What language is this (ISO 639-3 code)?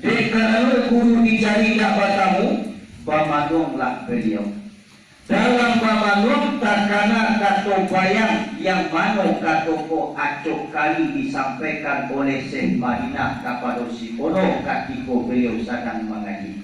min